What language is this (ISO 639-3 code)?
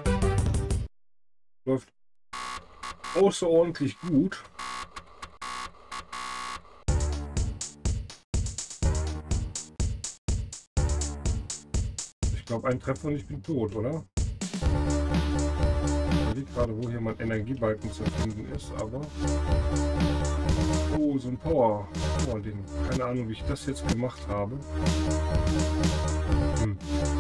deu